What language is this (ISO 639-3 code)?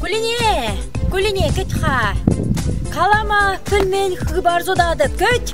chv